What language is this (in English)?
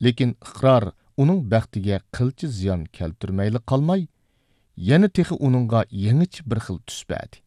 Uyghur